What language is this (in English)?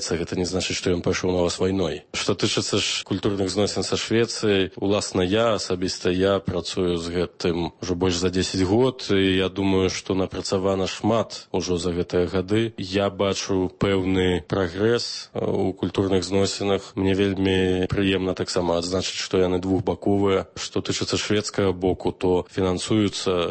Belarusian